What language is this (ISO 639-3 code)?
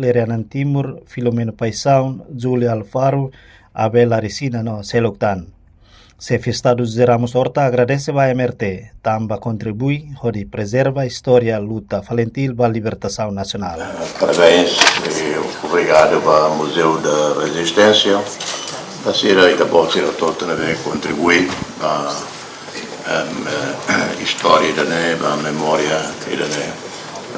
tet